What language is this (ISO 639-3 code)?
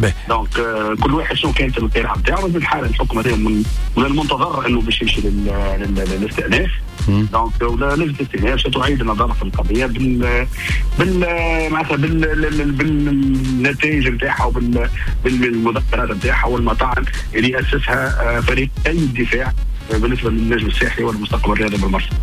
aeb